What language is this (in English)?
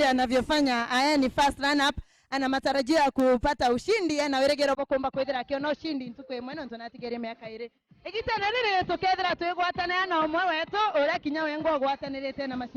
Meru